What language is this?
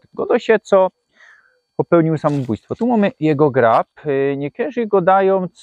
Silesian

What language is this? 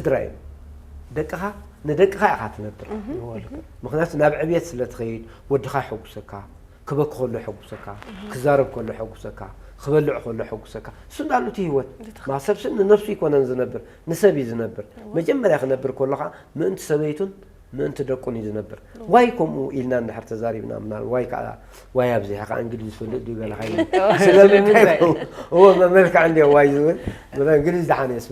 Tigrinya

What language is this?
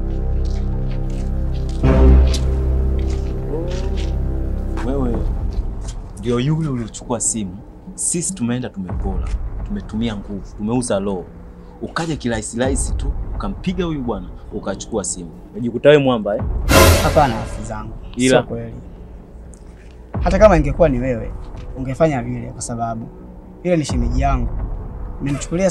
Swahili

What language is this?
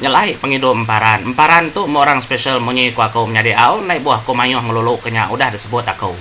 Iban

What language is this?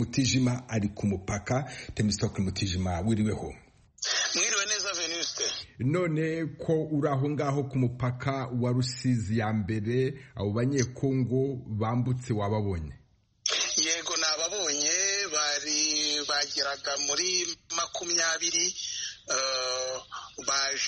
Kinyarwanda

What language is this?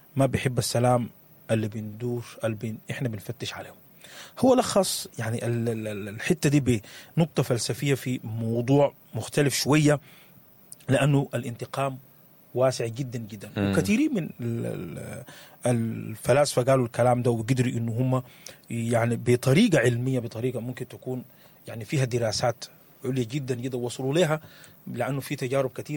Sudanese Arabic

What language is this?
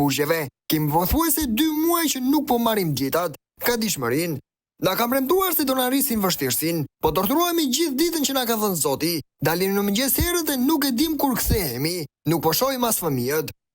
Albanian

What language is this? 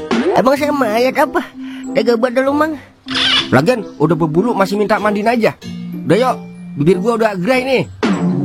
Betawi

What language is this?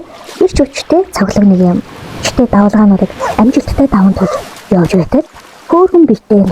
Mongolian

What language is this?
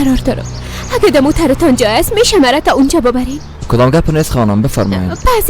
Persian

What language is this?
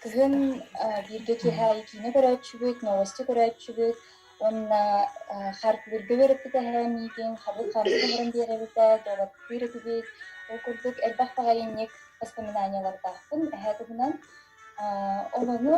Yakut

